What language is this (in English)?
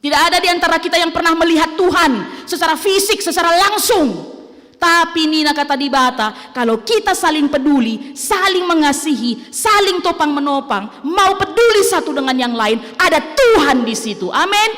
Batak Karo